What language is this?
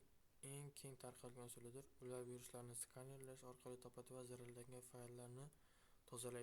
Uzbek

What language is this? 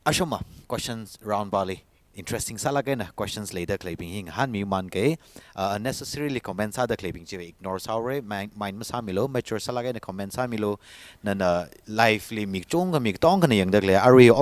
Tangkhul Naga (India)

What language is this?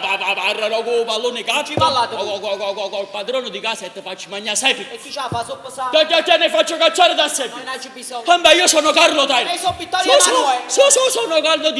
Neapolitan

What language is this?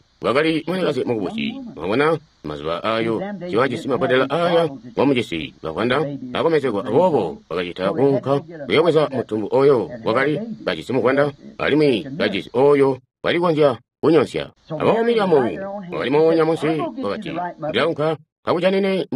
Tonga (Zambia)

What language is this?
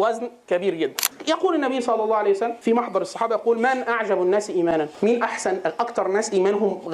Egyptian Arabic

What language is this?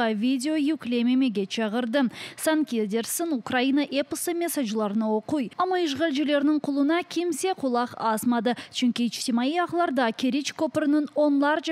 Crimean Tatar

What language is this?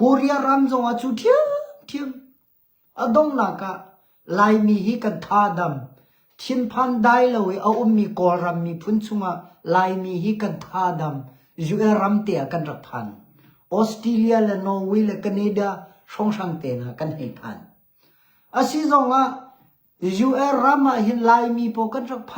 Hakha Chin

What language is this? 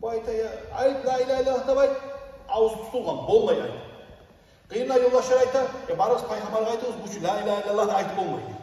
Kumyk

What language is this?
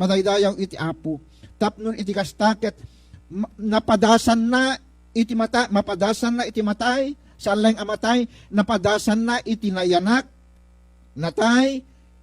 Iloko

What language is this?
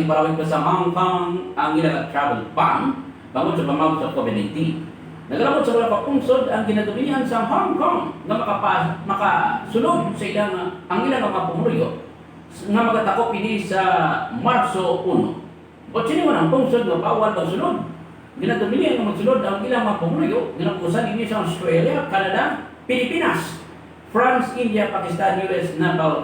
Hiligaynon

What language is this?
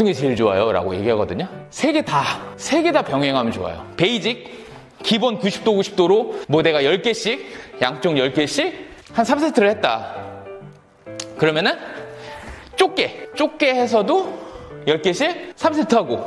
Korean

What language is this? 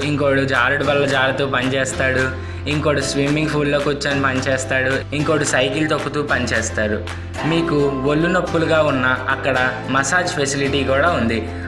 Telugu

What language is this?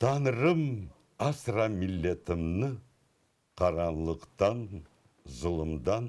Crimean Tatar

